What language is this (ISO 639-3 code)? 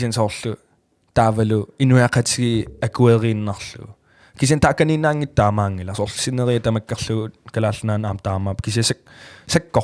kal